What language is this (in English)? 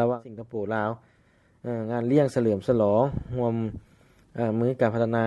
Lao